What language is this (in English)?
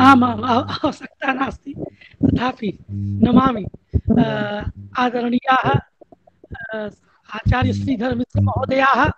Sanskrit